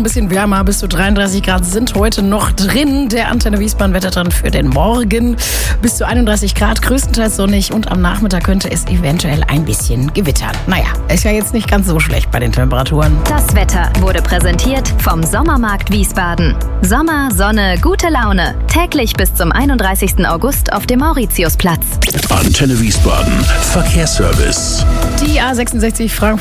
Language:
German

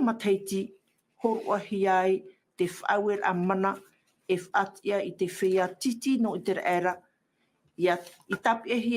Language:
Tahitian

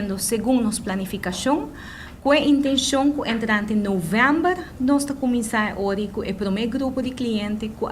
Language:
Papiamento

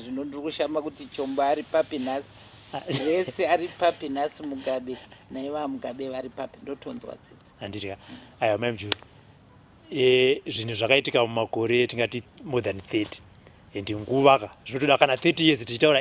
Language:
Shona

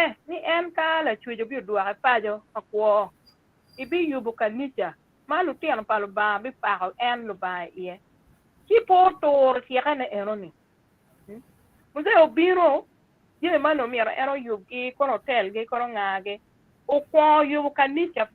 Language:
Acoli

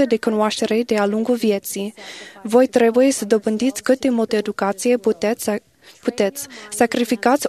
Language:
Romanian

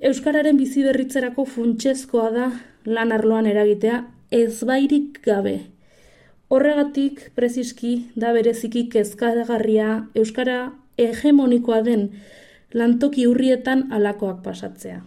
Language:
Basque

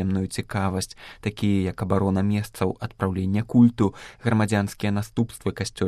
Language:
Belarusian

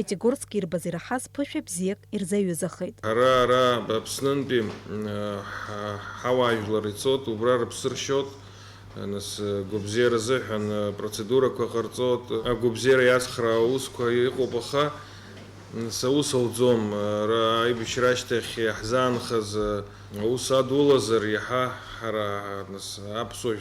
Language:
Abkhazian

